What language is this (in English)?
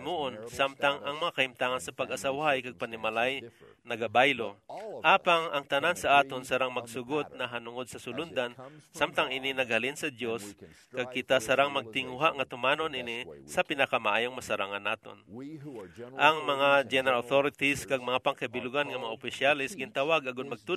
Hiligaynon